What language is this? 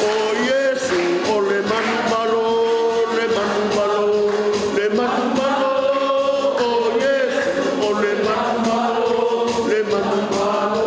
Samoan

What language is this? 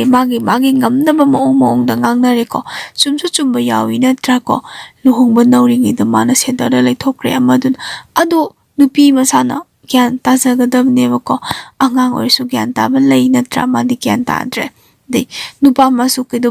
Manipuri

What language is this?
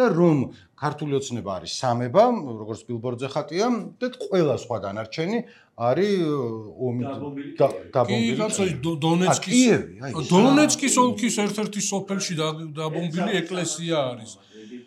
Georgian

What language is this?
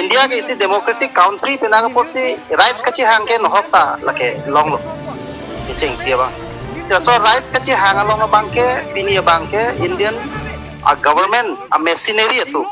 Karbi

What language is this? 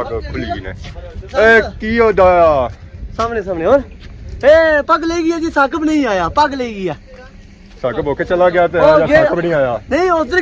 Pahari-Potwari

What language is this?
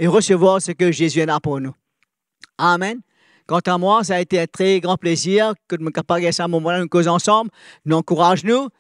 Morisyen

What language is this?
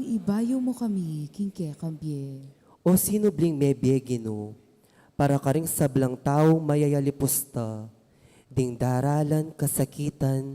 Pampanga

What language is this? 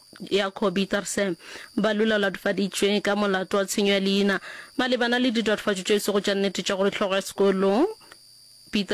Northern Sotho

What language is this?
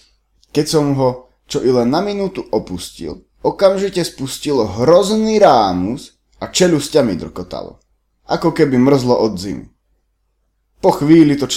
Slovak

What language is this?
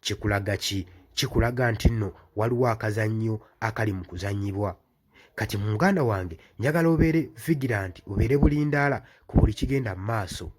Ganda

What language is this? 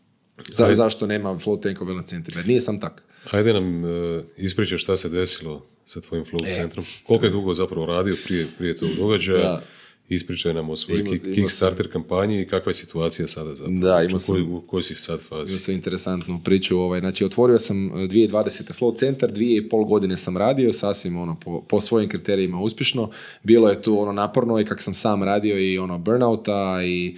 Croatian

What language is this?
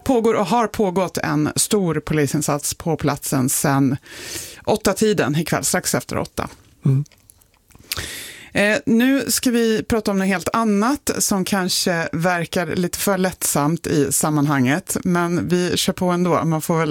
Swedish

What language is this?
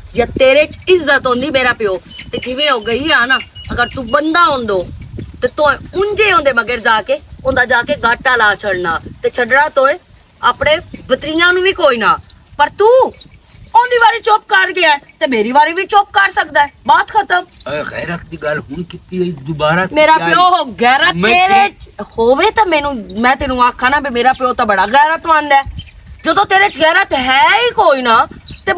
Western Panjabi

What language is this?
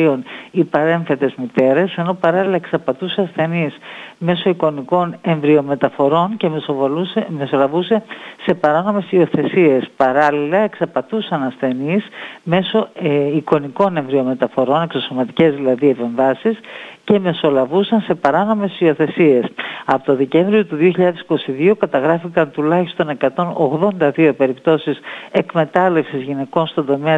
Greek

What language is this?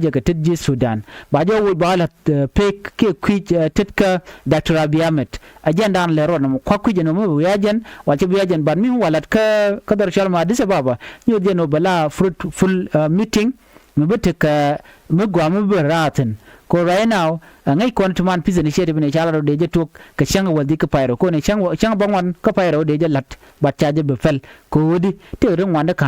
Nuer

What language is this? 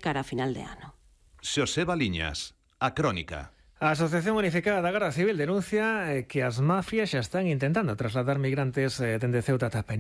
Galician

